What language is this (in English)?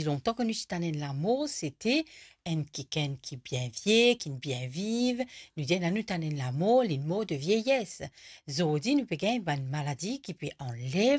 Morisyen